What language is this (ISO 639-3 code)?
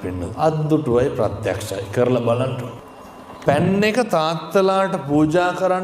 sin